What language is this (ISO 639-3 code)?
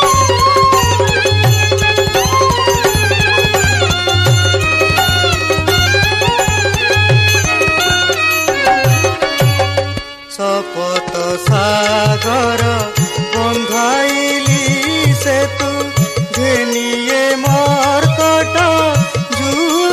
ori